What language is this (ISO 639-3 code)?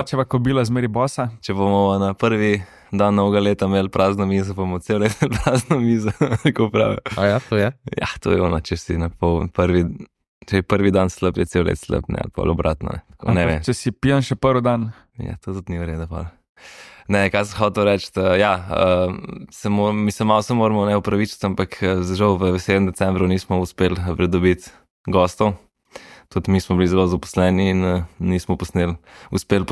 slv